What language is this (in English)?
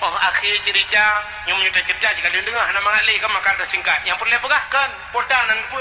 Achinese